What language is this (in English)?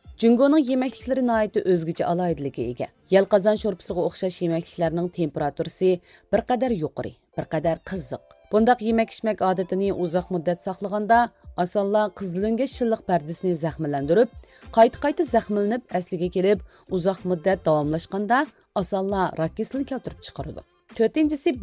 Uyghur